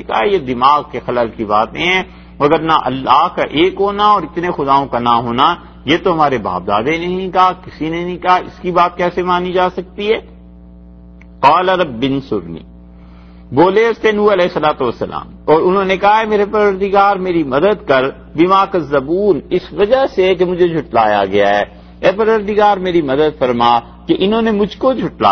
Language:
Urdu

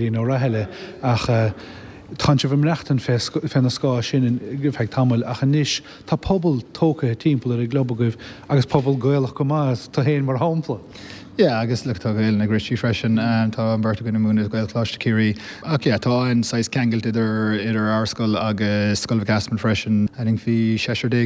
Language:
Irish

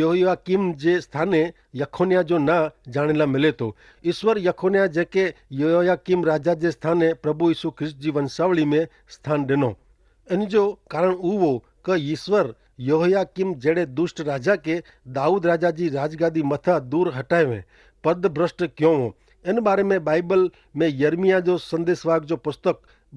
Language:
Kachhi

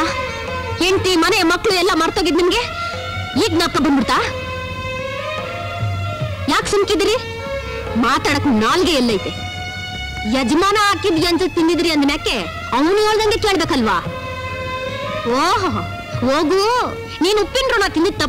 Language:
Kannada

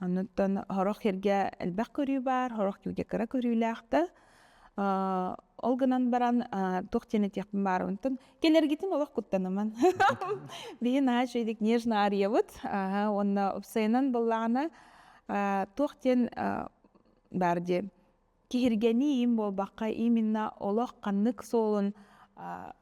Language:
Yakut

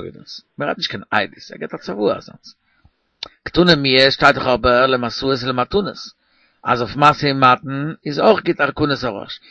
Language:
Yiddish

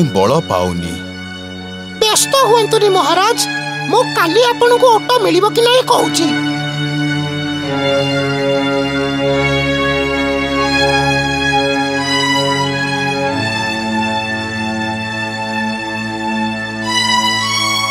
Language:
Odia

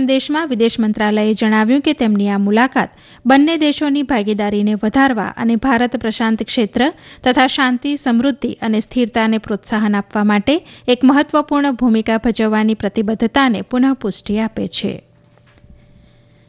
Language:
Gujarati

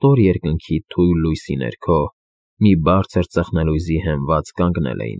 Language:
Armenian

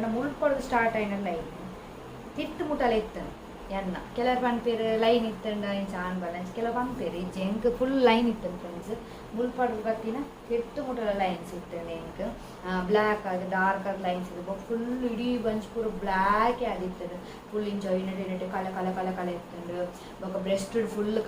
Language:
Tulu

